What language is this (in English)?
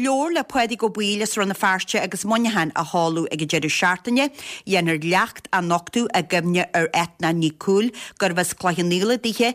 Irish